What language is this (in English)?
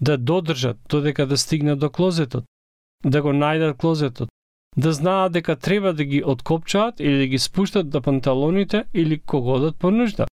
Macedonian